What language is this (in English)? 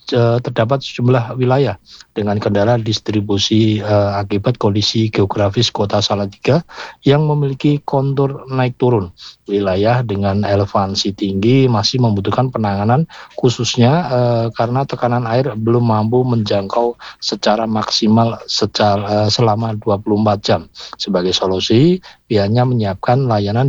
Indonesian